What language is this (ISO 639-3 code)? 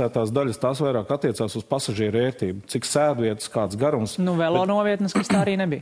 lav